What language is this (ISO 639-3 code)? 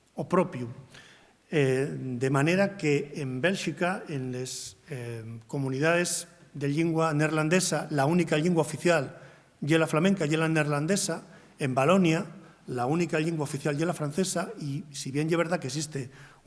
ast